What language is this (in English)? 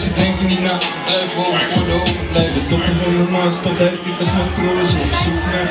Dutch